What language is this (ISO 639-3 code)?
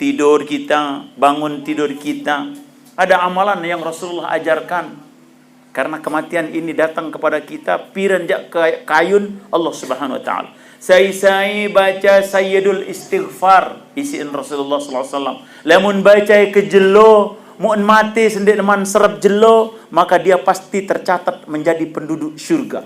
sas